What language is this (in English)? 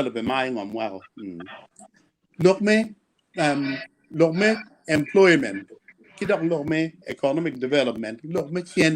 Acoli